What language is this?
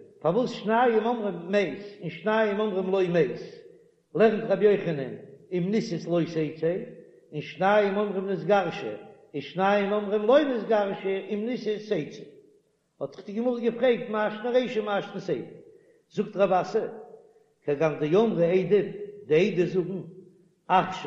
Yiddish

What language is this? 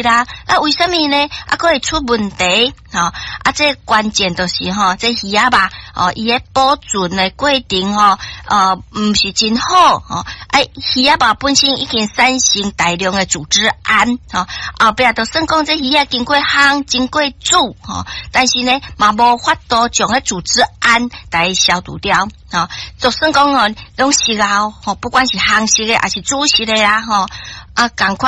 Min Nan Chinese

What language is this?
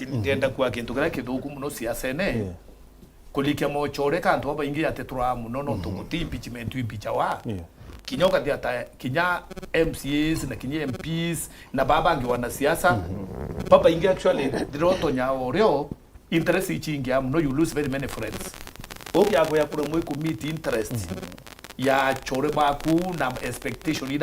Meru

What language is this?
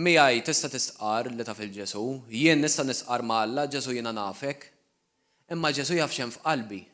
Maltese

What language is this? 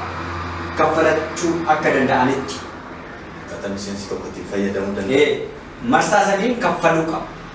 Oromo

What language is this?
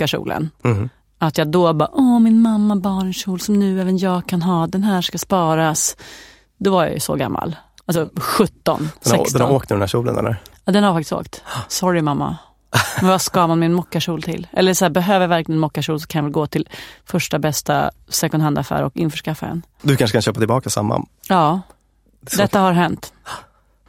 Swedish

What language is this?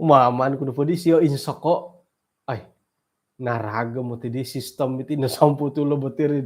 Central Dusun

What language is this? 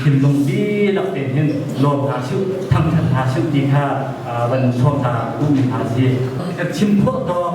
Hakha Chin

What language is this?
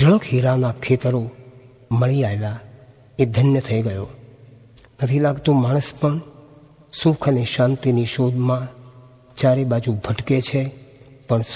Gujarati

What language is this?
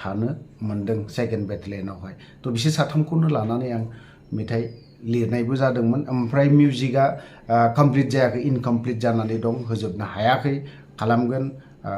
Bodo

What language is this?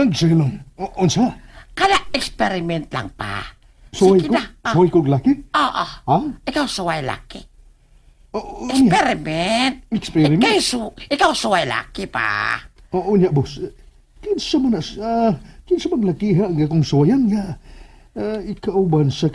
Cebuano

